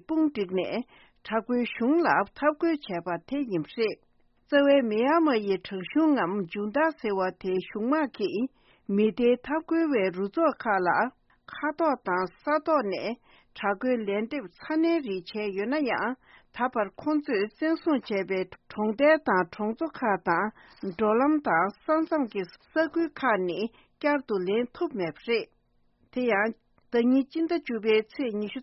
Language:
Tibetan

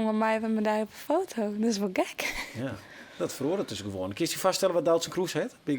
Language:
Western Frisian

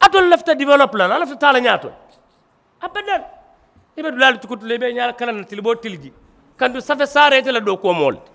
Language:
Mandingo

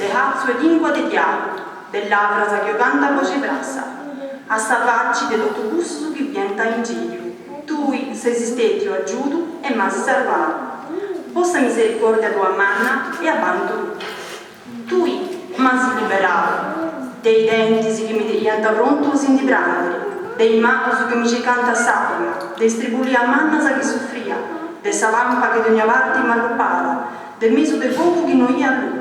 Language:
Sardinian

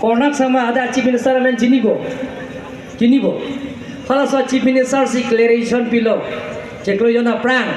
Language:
Karbi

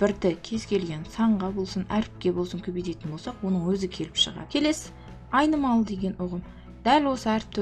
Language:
Kazakh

